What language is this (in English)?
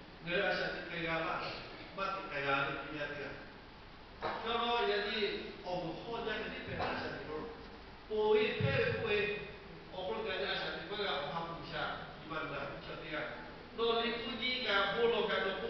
Lahu